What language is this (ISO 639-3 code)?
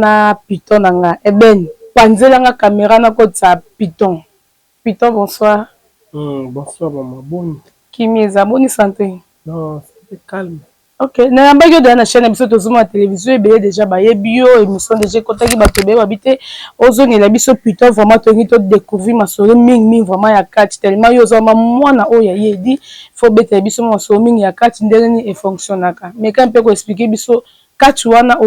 lin